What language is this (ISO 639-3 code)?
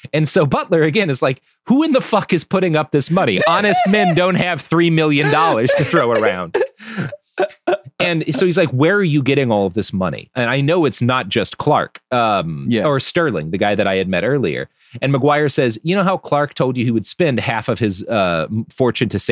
eng